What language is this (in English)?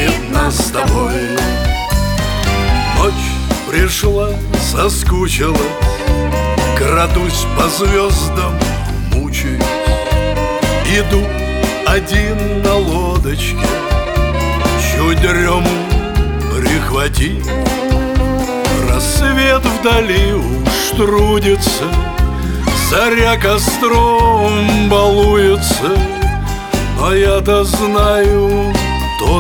Russian